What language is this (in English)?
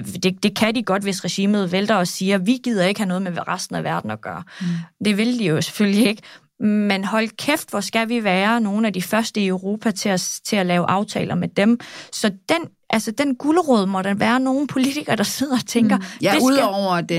Danish